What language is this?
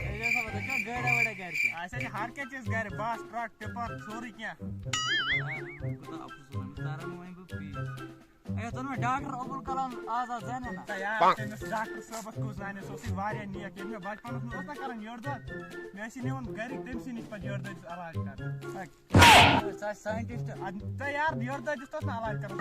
Kashmiri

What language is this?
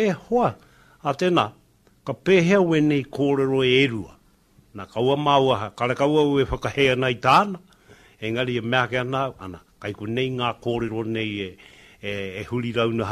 Māori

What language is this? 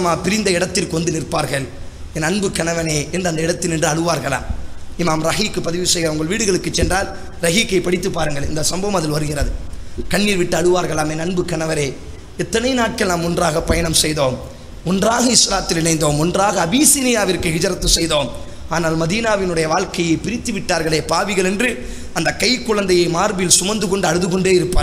Tamil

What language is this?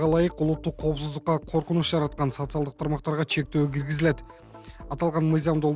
Kyrgyz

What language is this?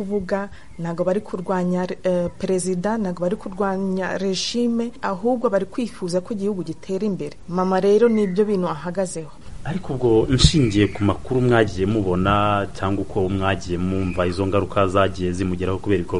Kinyarwanda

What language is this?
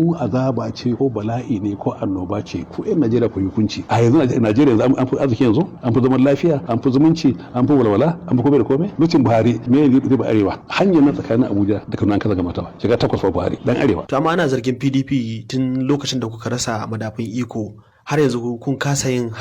Hausa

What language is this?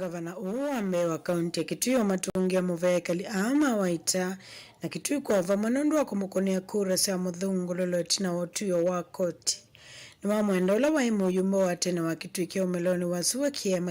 Kamba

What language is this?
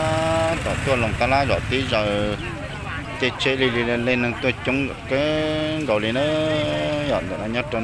Hmong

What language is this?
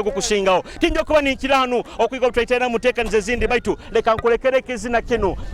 Nyoro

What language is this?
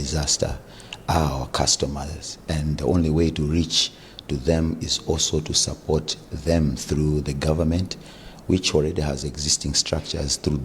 English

